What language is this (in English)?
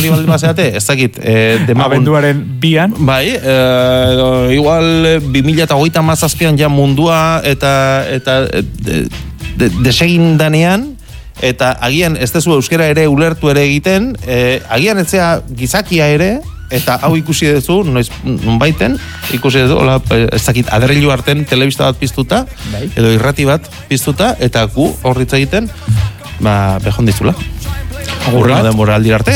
Basque